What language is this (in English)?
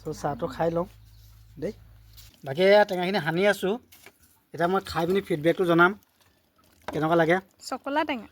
Assamese